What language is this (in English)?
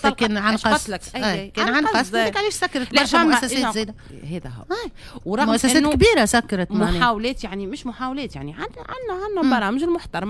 Tunisian Arabic